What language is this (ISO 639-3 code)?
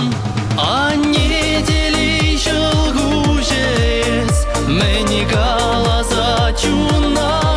chv